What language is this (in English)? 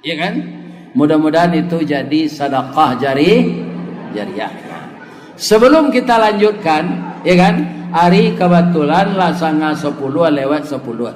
Minangkabau